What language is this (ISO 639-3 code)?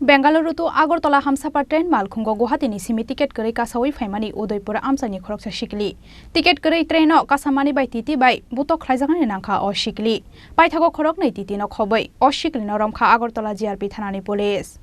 trp